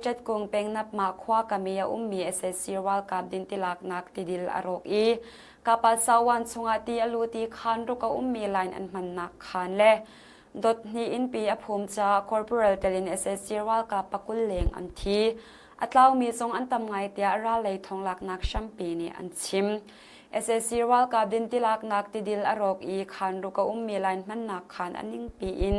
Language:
Hakha Chin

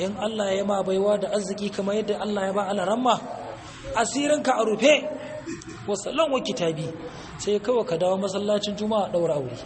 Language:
Hausa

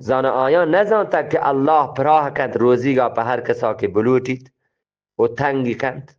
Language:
Eastern Balochi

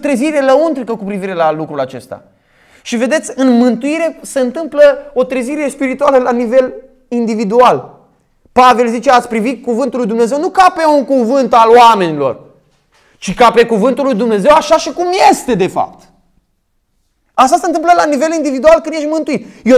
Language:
Romanian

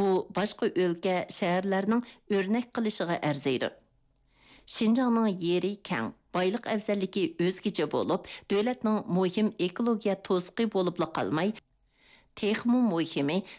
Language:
Uyghur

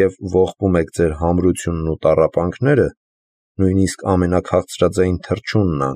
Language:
Armenian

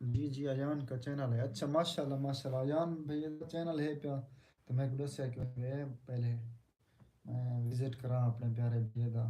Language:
Saraiki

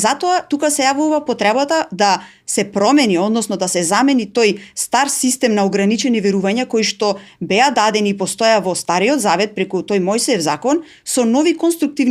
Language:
Macedonian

